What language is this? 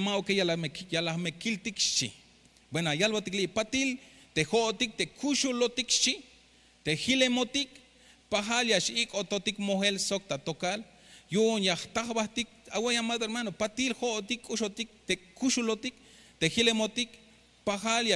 Tzeltal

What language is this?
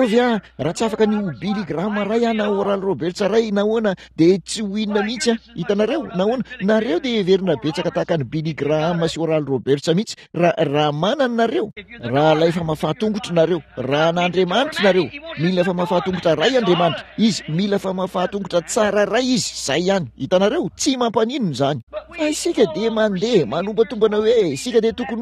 Malagasy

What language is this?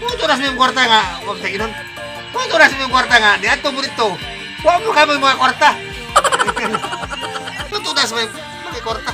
Cebuano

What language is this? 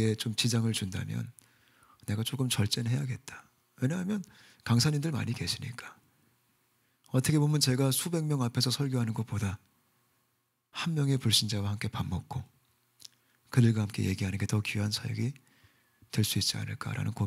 Korean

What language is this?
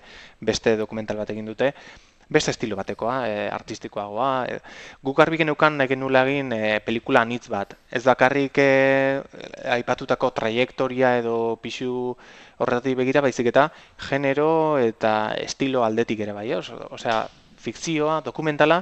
Basque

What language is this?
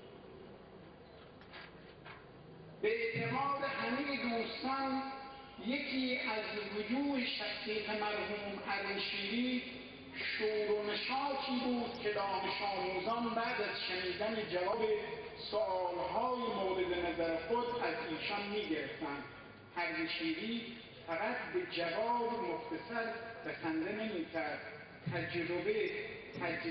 Persian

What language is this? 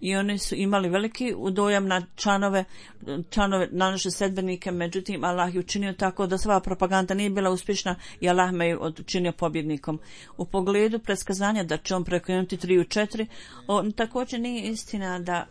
Bosnian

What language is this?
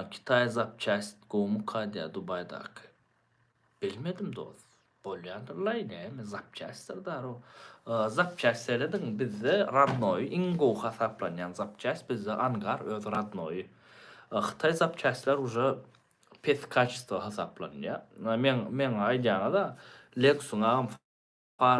Turkmen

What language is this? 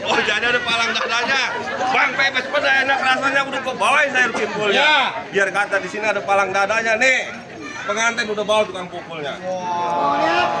Betawi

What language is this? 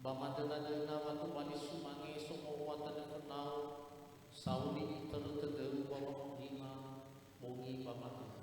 Nias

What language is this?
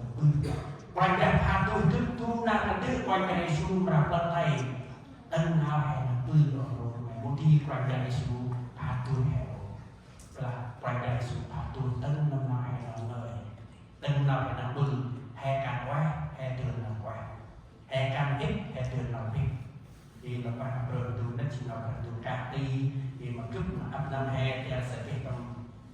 Central Mnong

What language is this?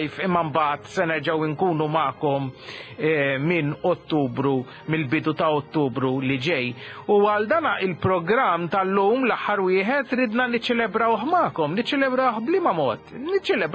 Maltese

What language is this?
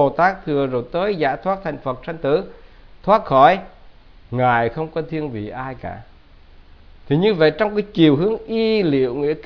Vietnamese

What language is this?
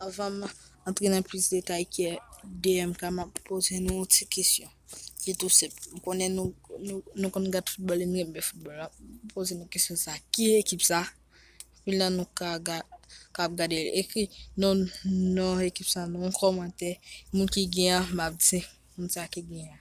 Haitian Creole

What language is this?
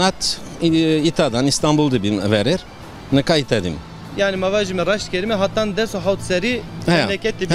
Zaza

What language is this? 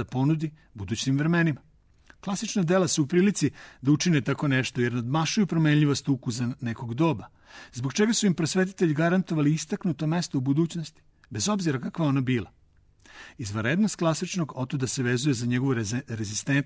Serbian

